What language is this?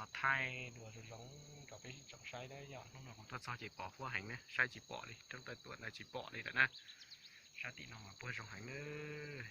Hmong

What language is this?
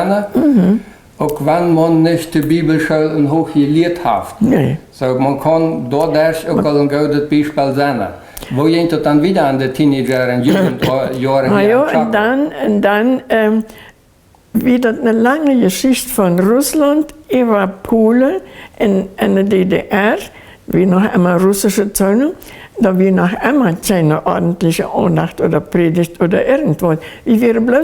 Plautdietsch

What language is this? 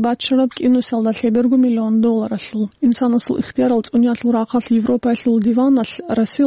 Avaric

